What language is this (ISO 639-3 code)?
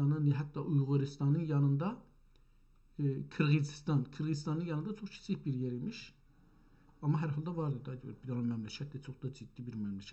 azb